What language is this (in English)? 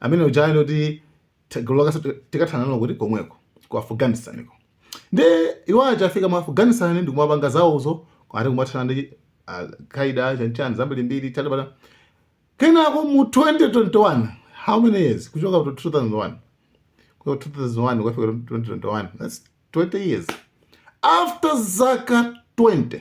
Nyanja